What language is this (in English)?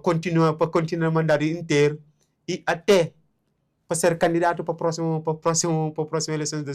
Kabuverdianu